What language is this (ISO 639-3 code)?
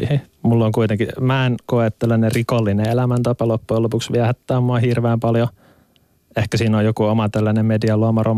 fin